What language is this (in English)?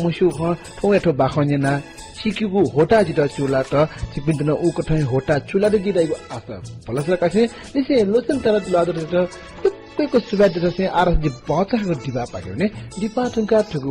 Newari